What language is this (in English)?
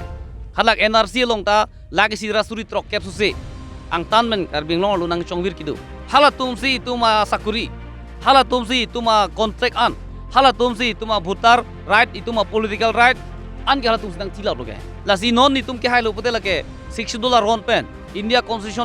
Karbi